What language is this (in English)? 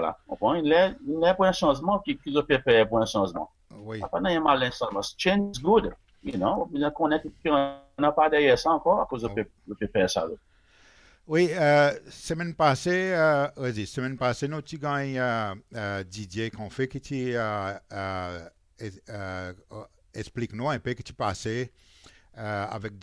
Seselwa Creole French